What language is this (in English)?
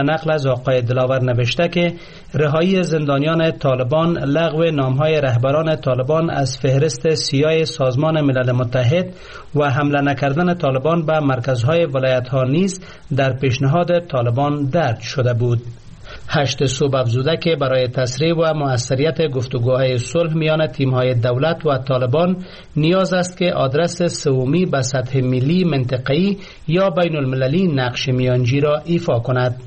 Persian